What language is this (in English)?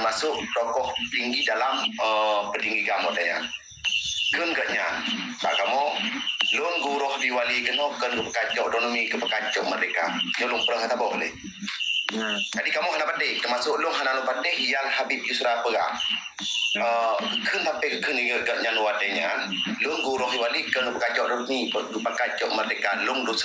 Achinese